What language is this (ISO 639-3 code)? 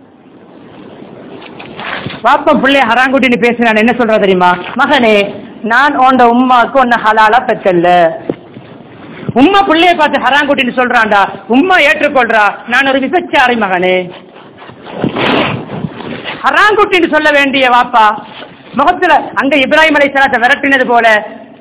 tam